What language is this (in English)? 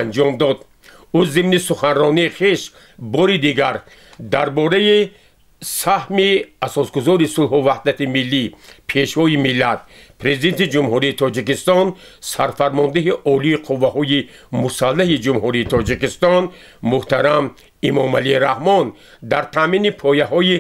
Tajik